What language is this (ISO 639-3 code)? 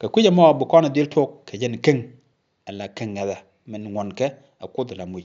nus